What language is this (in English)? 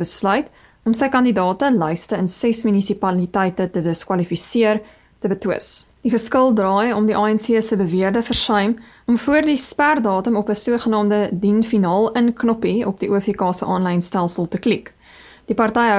Afrikaans